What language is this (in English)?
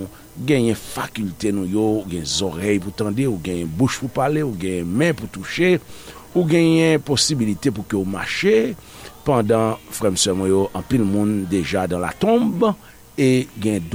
Haitian Creole